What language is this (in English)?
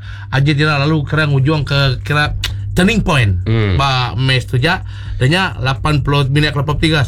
Iban